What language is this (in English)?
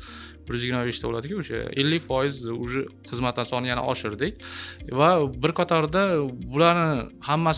Uzbek